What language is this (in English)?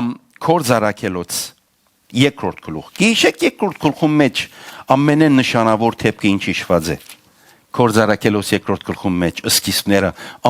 Western Armenian